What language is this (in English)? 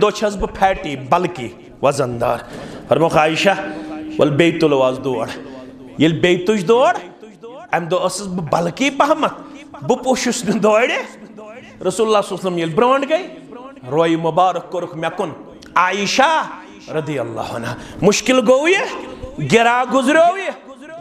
Kashmiri